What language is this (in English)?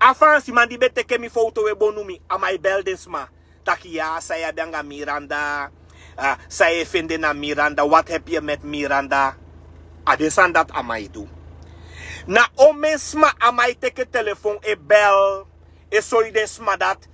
Sranan Tongo